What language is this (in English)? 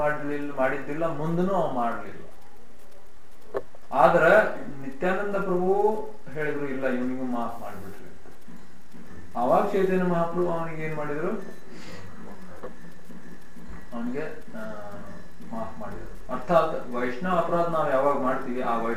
Kannada